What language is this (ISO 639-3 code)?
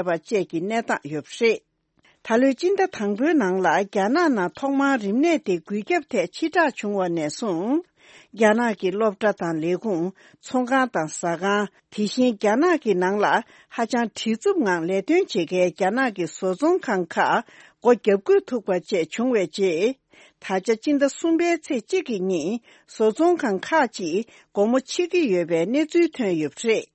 bod